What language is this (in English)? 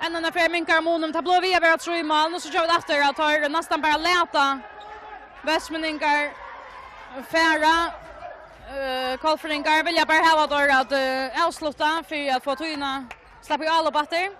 Faroese